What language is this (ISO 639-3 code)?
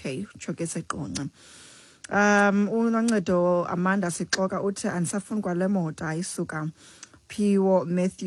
xho